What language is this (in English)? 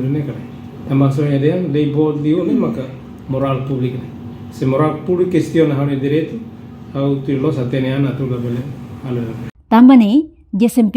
Tetum